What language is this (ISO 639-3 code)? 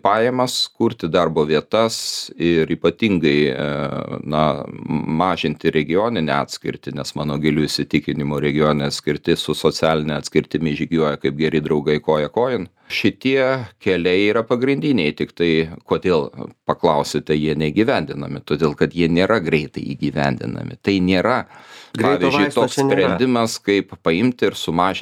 lit